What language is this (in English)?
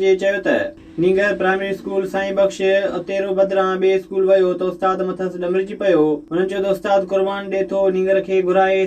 Sindhi